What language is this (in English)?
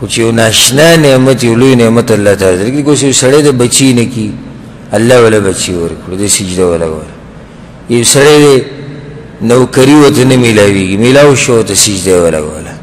Pashto